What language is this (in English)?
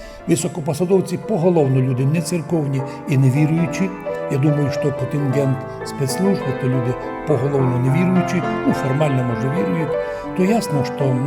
Rusyn